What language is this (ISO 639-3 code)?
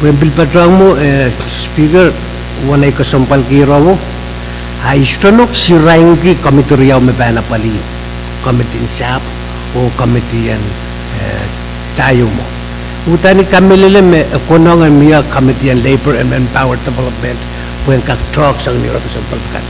pon